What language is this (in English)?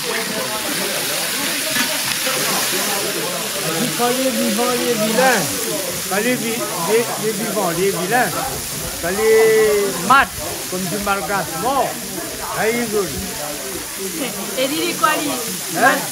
Réunion Creole French